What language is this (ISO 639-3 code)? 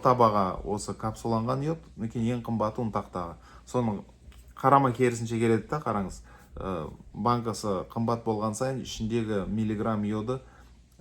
kaz